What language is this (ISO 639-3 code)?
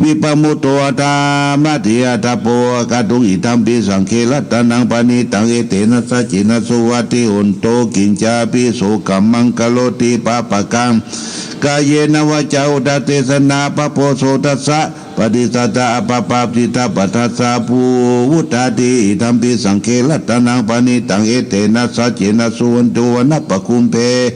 pli